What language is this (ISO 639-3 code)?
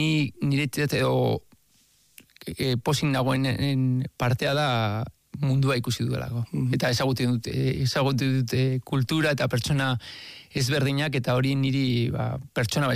eus